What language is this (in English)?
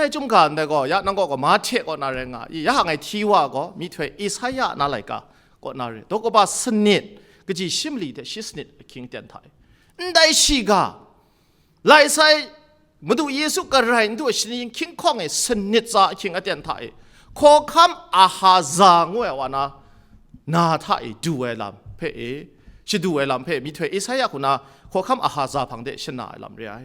Kachin